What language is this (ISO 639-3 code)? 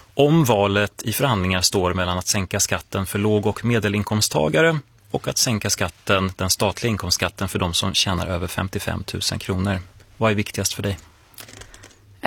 swe